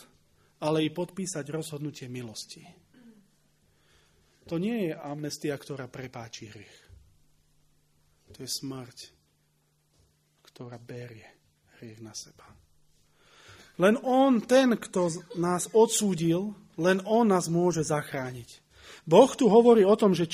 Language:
Slovak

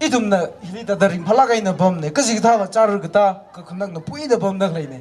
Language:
Tangkhul Naga (India)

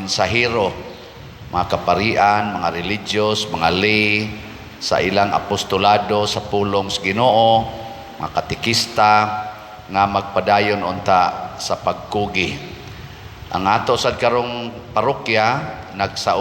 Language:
Cebuano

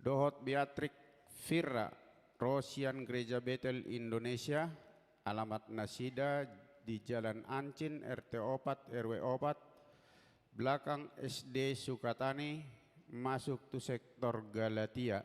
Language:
Batak Toba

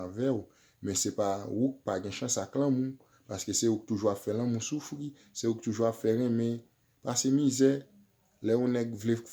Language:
Haitian Creole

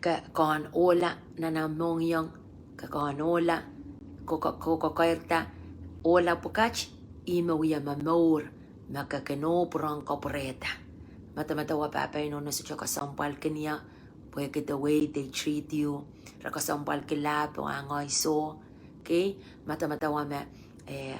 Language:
Pohnpeian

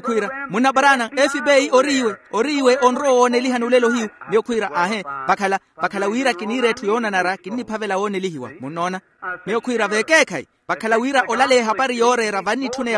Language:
Makhuwa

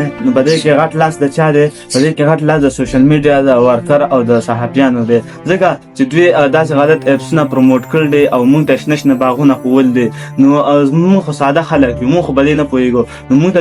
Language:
Pashto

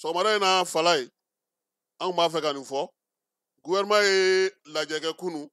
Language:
Bambara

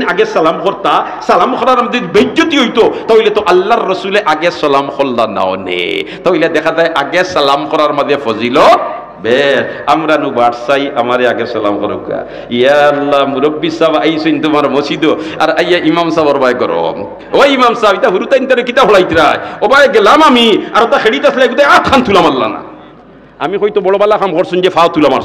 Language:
Sylheti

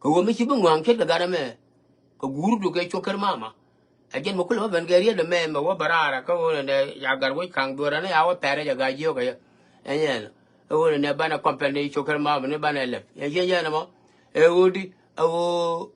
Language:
Nuer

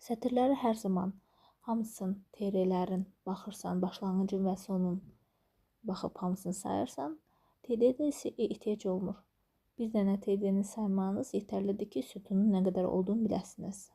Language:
Azerbaijani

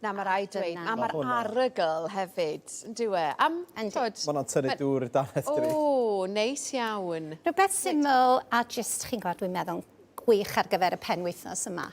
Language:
Welsh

